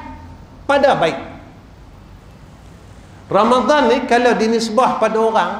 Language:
Malay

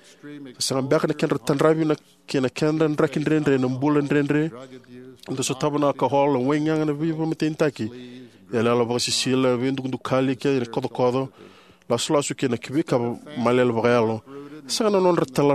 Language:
Fijian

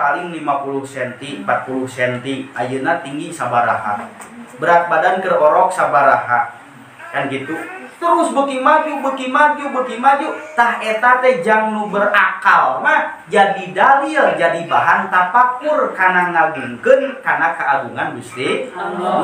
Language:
Sundanese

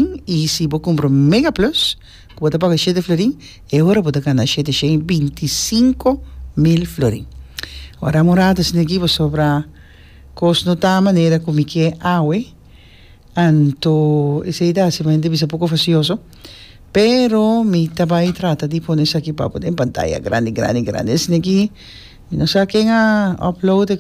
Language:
Papiamento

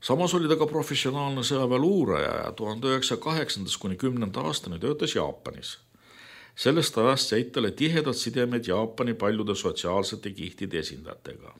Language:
Estonian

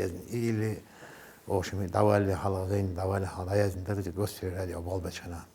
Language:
Chechen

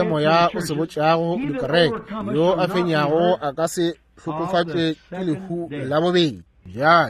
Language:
Northern Sotho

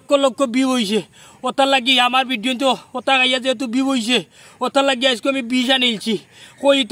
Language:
Sylheti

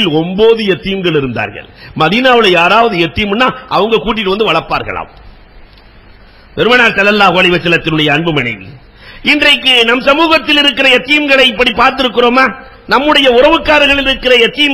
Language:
Tamil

